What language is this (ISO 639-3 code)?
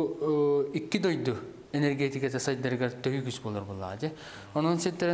sah